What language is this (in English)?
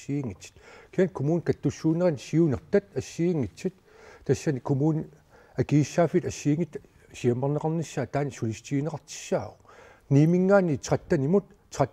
Kalaallisut